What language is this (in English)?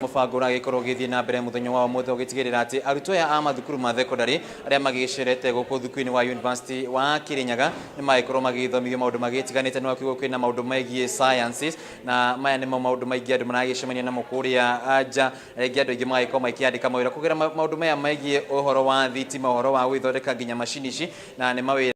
Kikuyu